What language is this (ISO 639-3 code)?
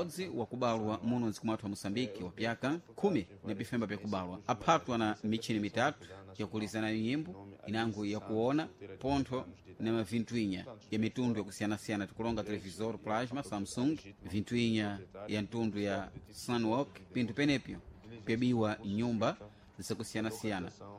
seh